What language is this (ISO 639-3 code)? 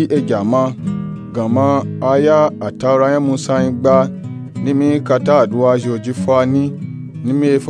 nup